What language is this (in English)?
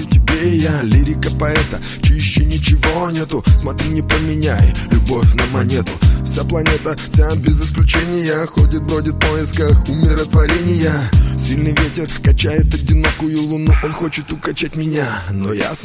Russian